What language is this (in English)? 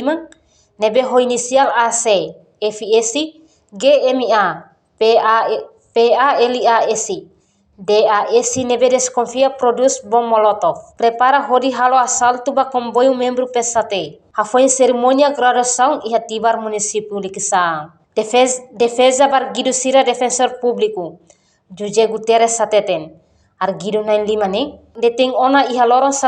Tetum